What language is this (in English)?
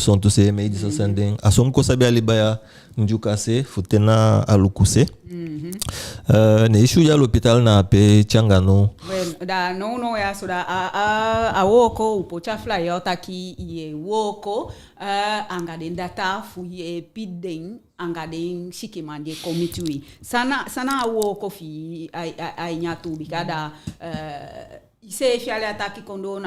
Eastern Maroon Creole